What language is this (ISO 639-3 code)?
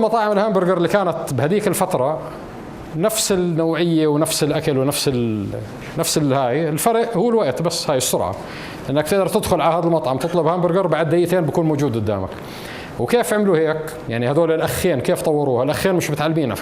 apc